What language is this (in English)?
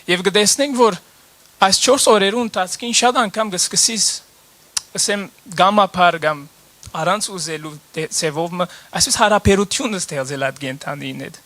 Western Armenian